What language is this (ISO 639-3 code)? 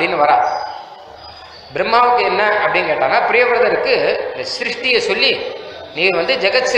tam